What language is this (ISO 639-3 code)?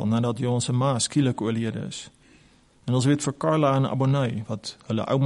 afr